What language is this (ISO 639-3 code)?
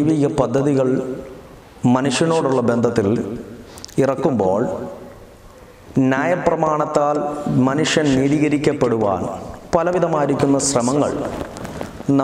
mal